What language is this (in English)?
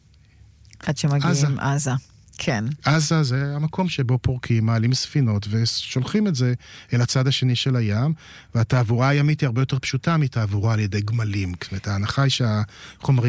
Hebrew